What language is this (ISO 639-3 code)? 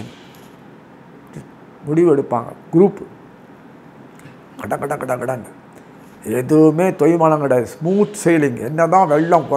tam